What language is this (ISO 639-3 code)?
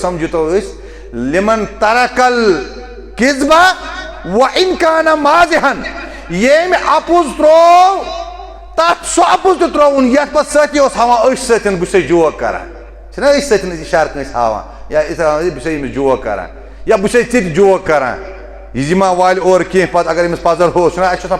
kas